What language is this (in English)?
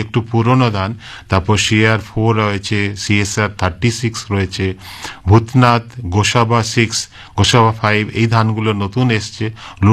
Bangla